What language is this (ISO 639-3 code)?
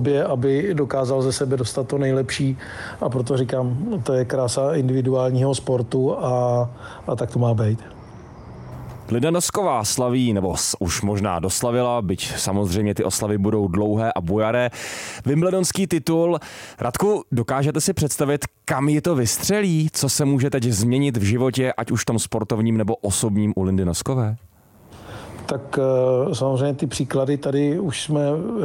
ces